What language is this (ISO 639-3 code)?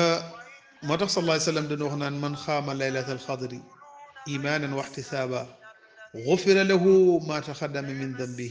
wol